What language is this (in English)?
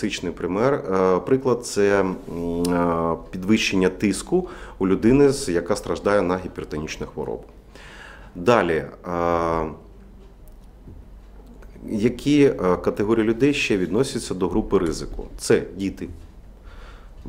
Ukrainian